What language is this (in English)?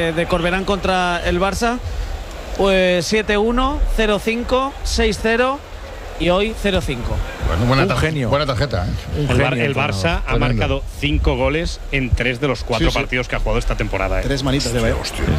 Spanish